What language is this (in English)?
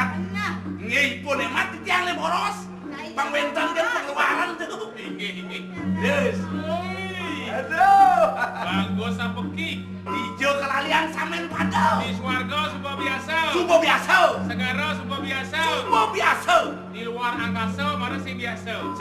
Balinese